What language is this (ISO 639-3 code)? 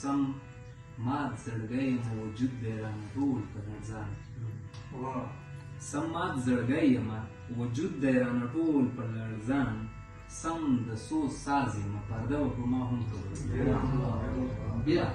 pus